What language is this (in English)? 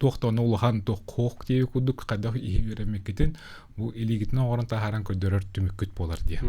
Yakut